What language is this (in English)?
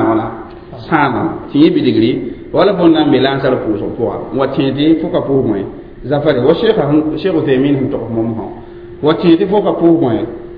Mossi